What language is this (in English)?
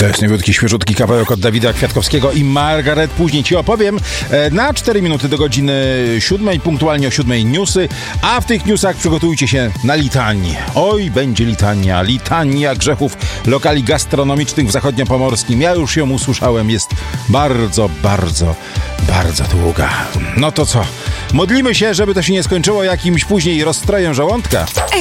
Polish